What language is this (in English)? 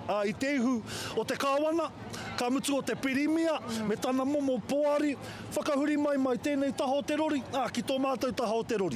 Māori